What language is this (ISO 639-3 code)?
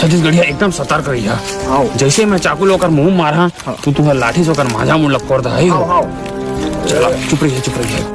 hne